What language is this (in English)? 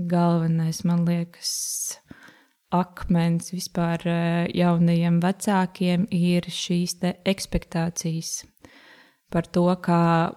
Latvian